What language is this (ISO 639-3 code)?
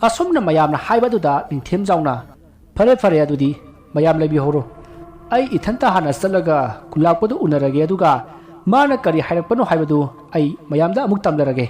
mni